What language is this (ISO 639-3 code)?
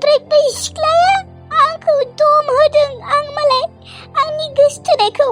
brx